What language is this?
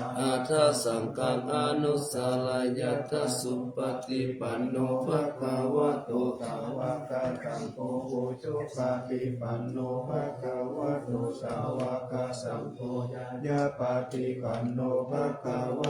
Pali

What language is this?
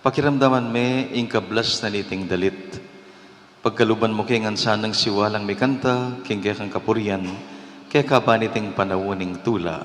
Pampanga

